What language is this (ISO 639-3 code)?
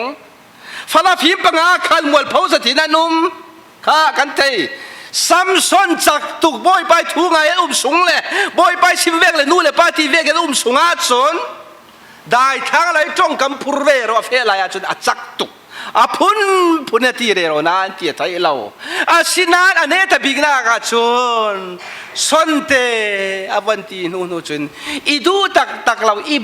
cfm